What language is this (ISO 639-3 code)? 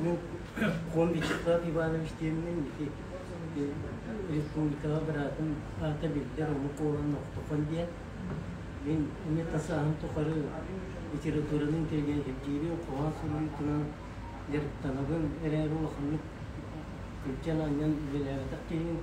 sah